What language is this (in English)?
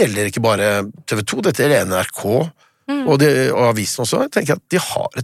Norwegian